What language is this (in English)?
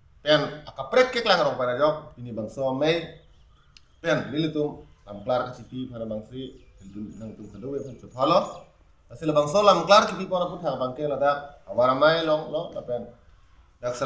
Karbi